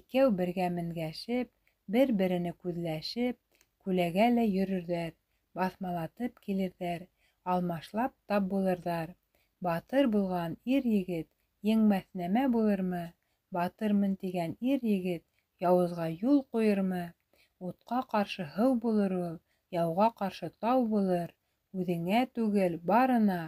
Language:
Bashkir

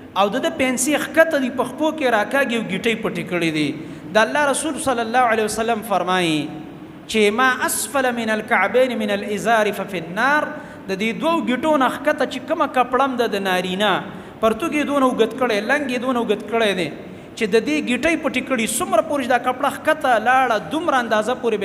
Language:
Pashto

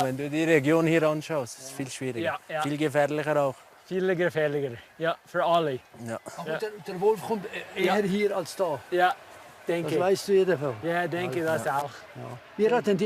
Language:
Swiss German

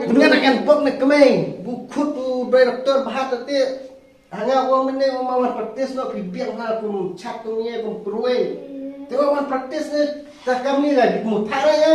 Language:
Khasi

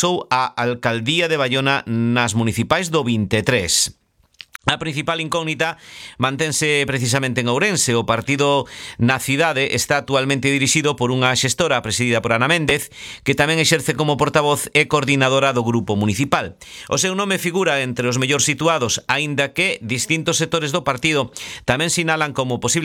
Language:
Galician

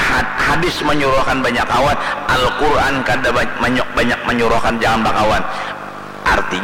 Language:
Banjar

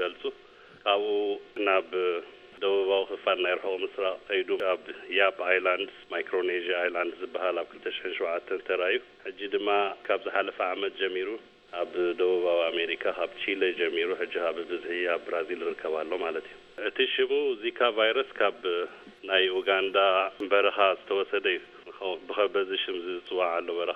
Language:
Tigrinya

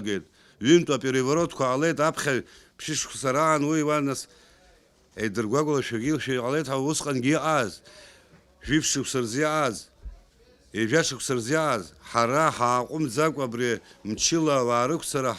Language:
Abkhazian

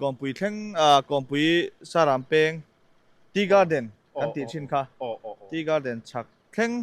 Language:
Mizo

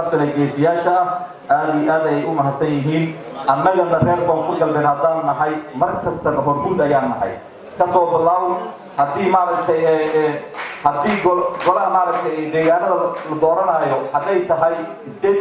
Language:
Somali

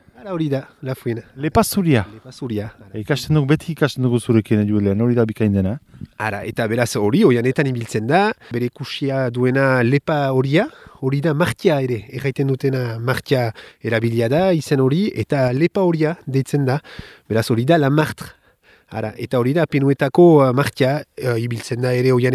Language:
Basque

